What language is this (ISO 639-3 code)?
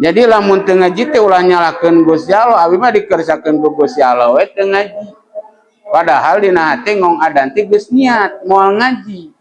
sun